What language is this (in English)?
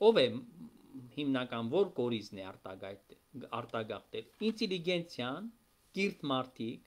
Armenian